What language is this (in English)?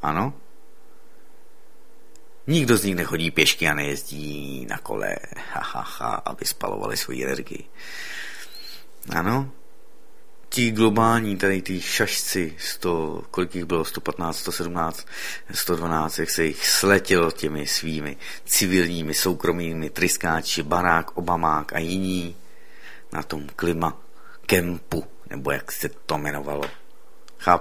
Czech